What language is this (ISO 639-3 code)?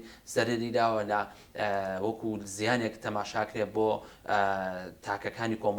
ckb